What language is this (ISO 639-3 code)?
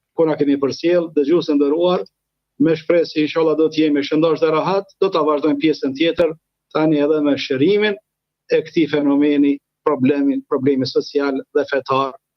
sqi